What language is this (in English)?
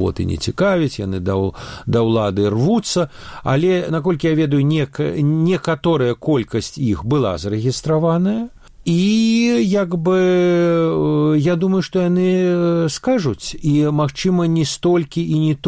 Belarusian